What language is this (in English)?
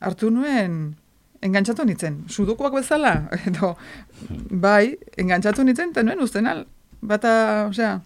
Basque